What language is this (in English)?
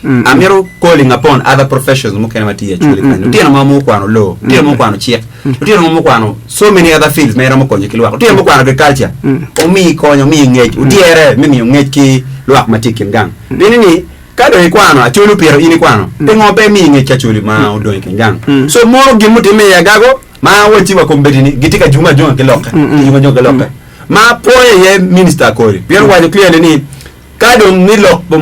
Acoli